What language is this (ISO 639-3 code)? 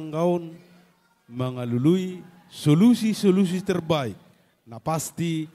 bbc